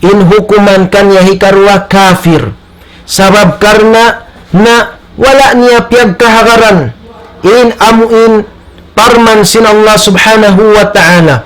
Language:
Tausug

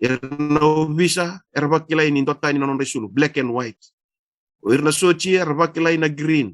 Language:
Fijian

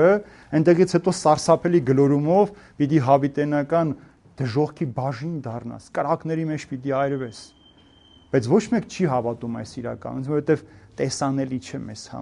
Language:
Armenian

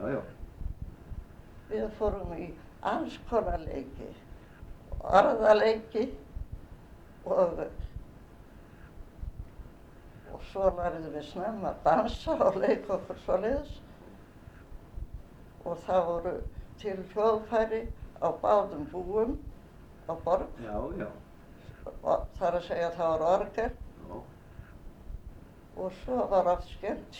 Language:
Icelandic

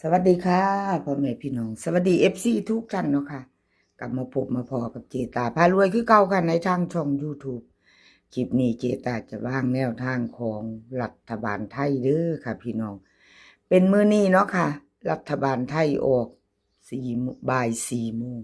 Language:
Northeastern Thai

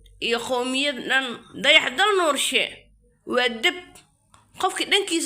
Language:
Somali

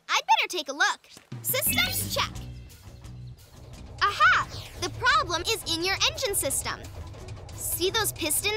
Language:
English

